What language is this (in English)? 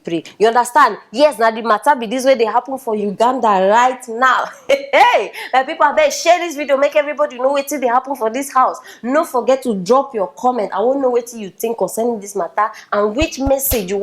Nigerian Pidgin